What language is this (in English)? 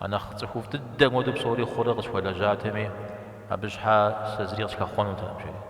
Kabardian